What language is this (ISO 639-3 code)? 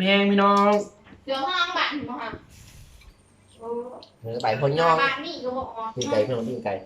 lao